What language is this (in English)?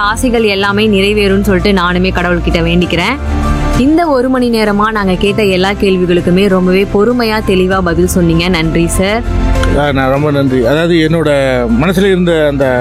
Tamil